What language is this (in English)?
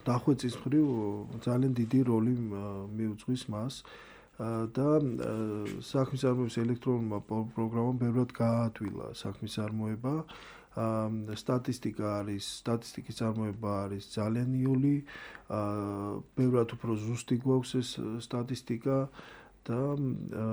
Georgian